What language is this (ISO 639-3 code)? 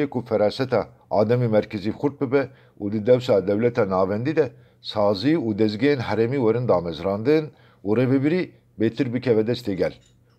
kur